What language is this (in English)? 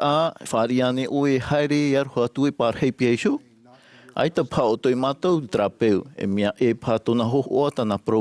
Tahitian